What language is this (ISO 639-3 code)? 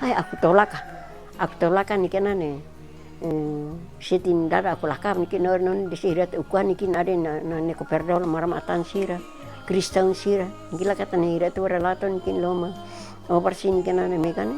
nxa